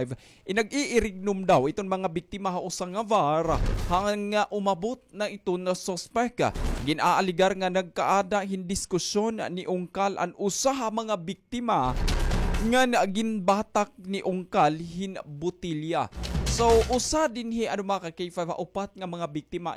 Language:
Waray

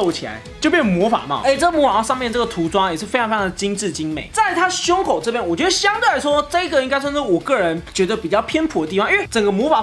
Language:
Chinese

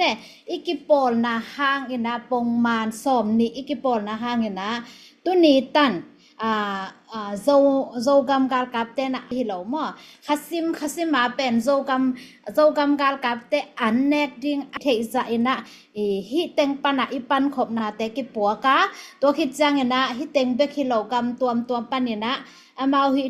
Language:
Tedim Chin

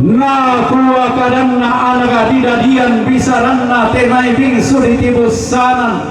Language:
Toraja-Sa'dan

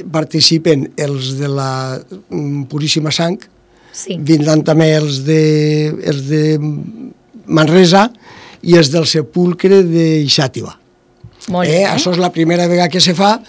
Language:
Catalan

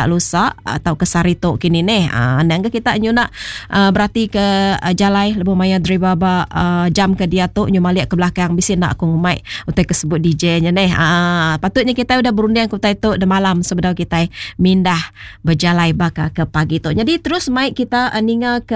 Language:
Iban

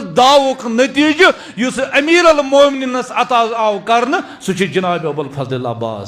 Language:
Kashmiri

